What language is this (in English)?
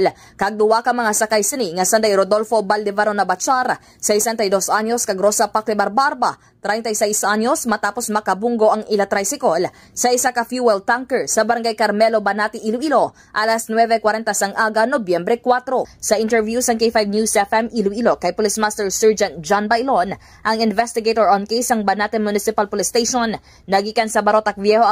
Hiligaynon